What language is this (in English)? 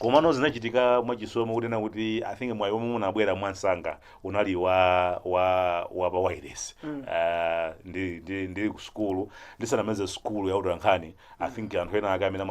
Nyanja